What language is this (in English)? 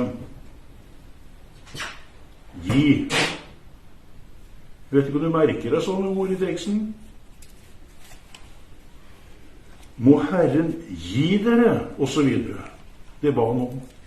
Norwegian